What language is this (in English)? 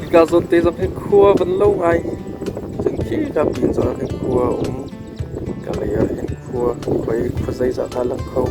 Hakha Chin